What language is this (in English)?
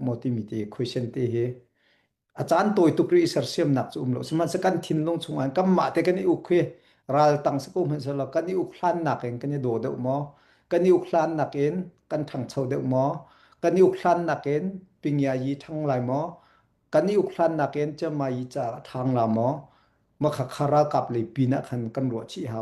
Hakha Chin